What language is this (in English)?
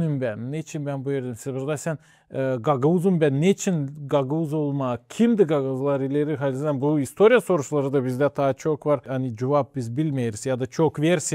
Gagauz